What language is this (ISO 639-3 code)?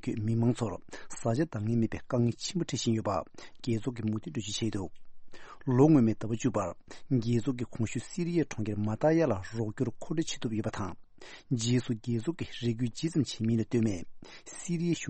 bod